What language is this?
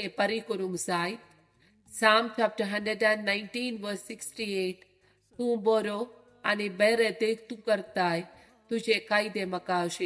Konkani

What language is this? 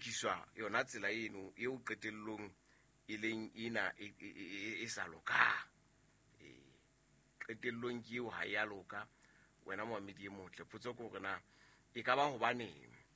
Southern Sotho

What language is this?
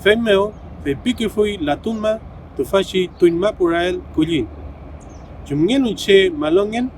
Mapuche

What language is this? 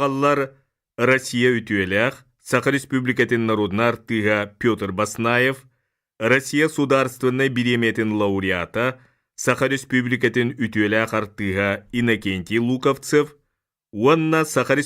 Yakut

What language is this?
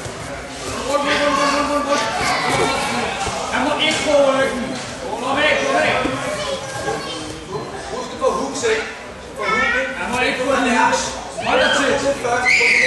Danish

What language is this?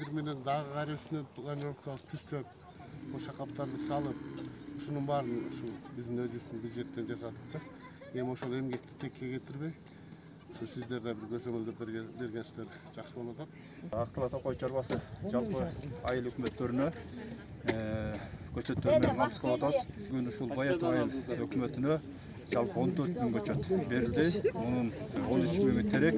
Kyrgyz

